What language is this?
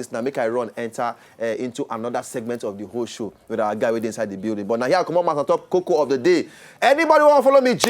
Nigerian Pidgin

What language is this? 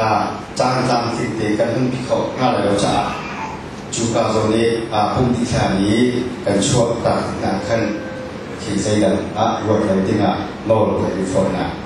Hakha Chin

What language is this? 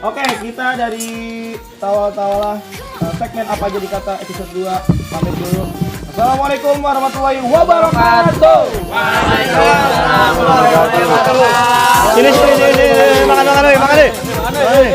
Betawi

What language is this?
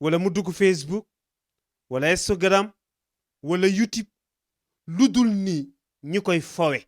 Wolof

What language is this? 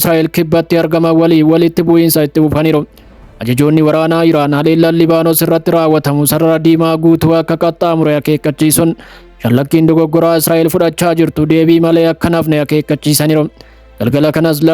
Oromo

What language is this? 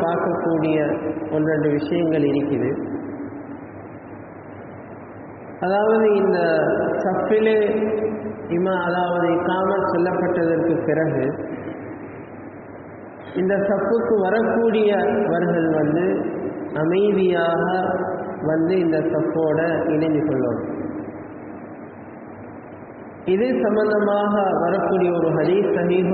Tamil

